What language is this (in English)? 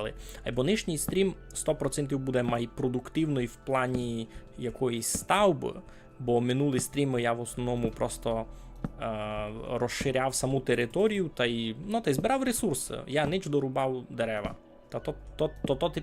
Rusyn